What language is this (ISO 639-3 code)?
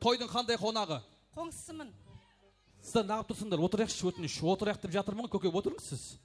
kaa